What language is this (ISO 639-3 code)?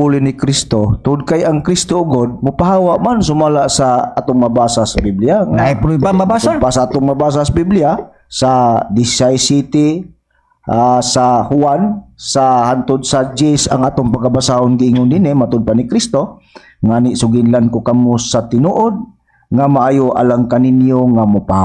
ceb